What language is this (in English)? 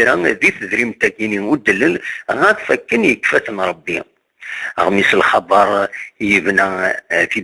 Kabyle